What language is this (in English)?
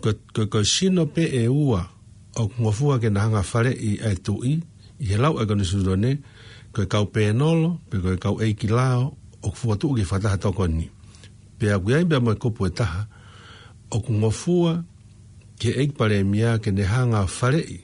Tongan